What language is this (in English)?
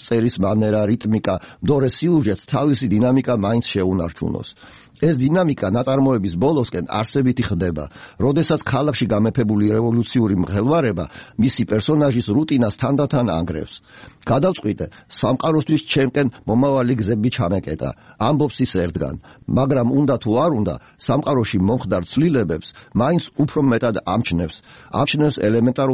Georgian